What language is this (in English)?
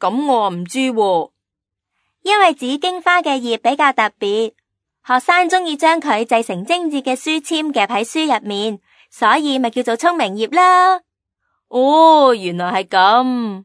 Cantonese